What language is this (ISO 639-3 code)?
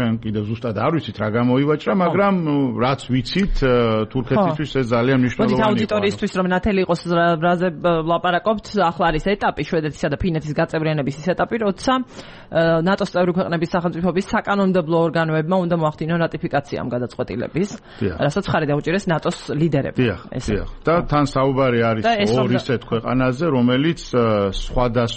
kat